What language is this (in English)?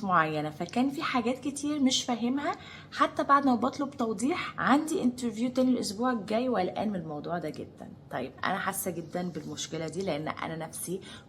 Egyptian Arabic